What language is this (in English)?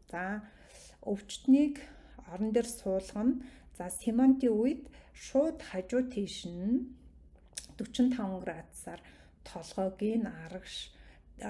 Mongolian